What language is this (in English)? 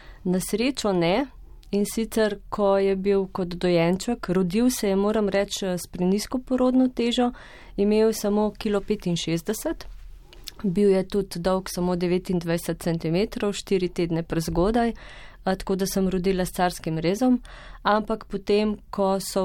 Slovenian